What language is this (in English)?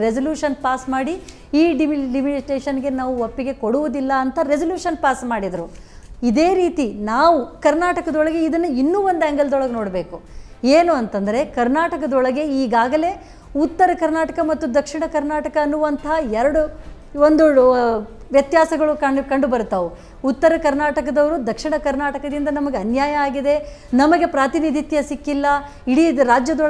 Kannada